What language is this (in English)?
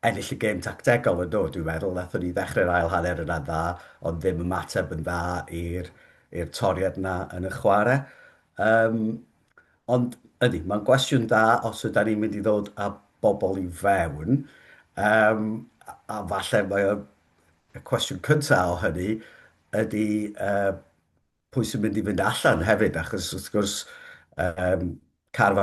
Welsh